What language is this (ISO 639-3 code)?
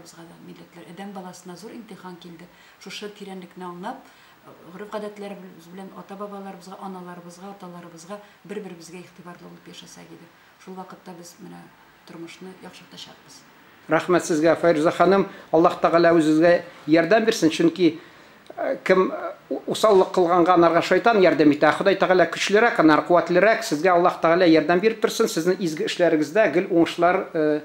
tat